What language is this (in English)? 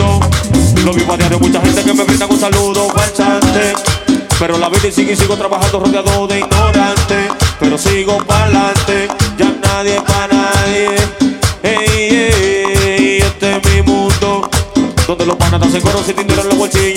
Spanish